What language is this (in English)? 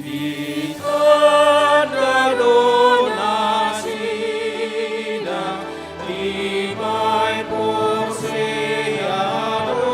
Batak Toba